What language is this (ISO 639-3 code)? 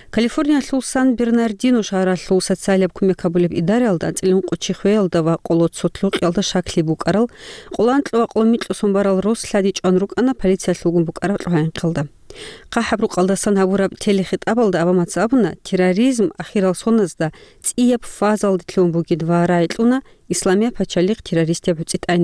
ava